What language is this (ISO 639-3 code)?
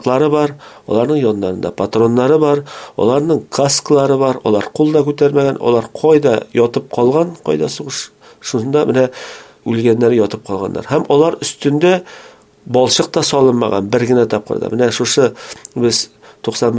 tat